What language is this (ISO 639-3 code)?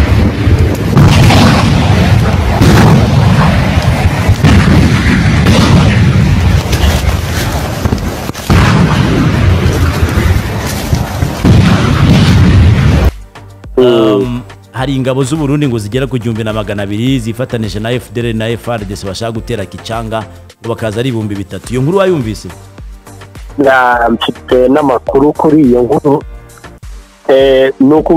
kin